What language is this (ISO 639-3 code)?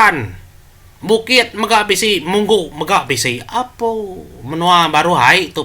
iba